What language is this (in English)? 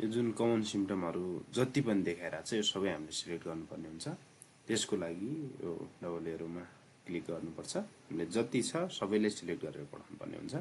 Nepali